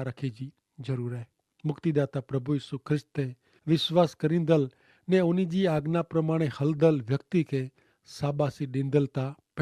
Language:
Kachhi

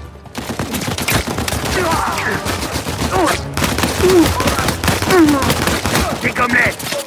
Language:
French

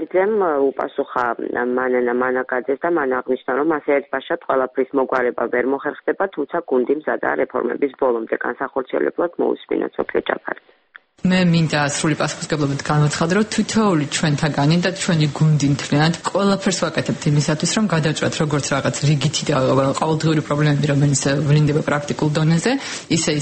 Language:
Georgian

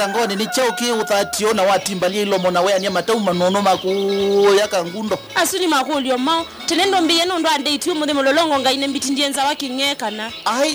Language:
Kamba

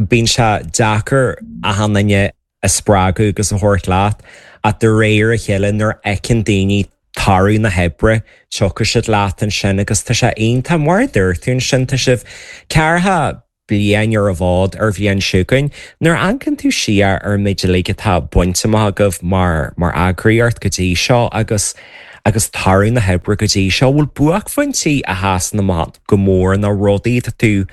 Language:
Irish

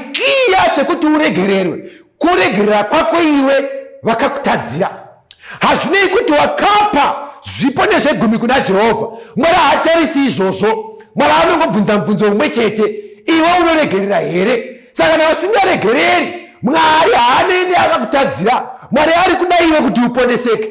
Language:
Shona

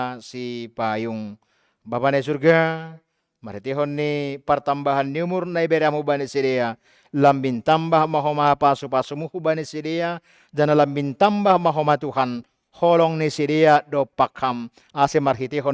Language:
Batak Simalungun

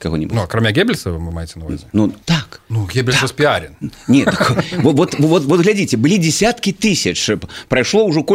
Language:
Belarusian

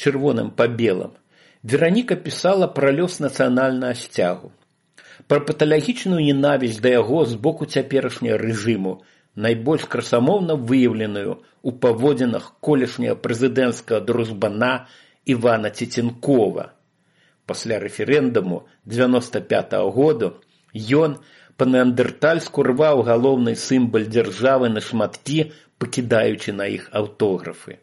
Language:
Belarusian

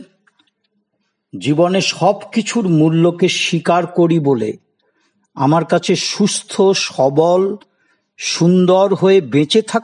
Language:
Bangla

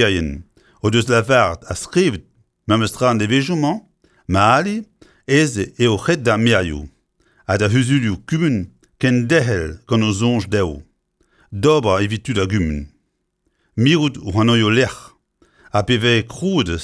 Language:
Breton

